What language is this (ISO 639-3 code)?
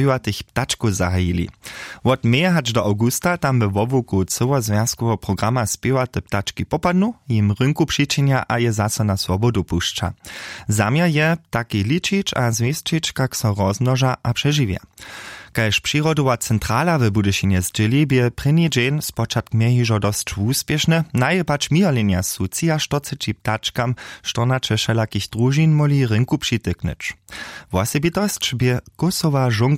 hsb